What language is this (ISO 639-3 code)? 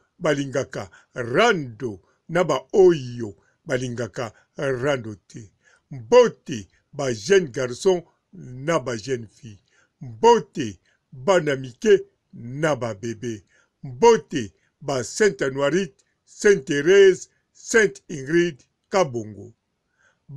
lin